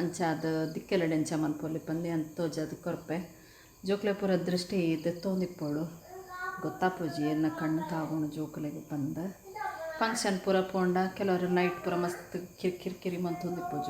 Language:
Tulu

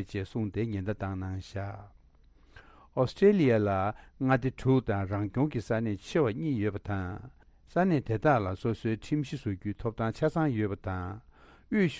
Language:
Tibetan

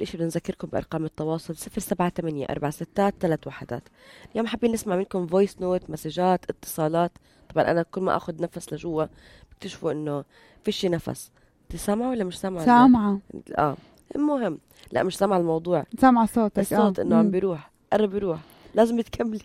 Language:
North Levantine Arabic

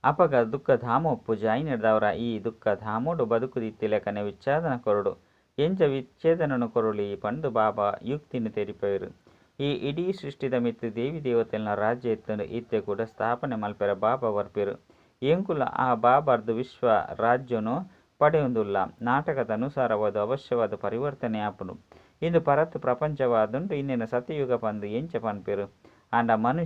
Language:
Tulu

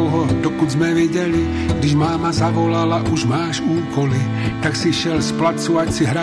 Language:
Czech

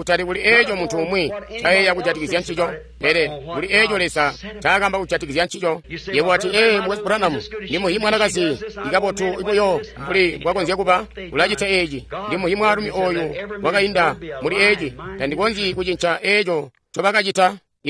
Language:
Tonga (Zambia)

